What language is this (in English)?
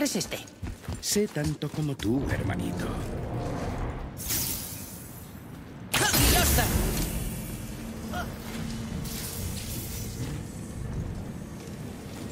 Spanish